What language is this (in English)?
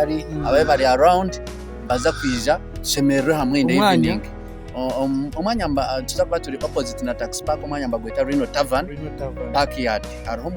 Nyankole